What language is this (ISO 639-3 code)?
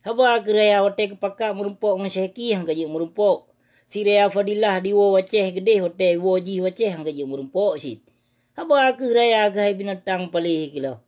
ace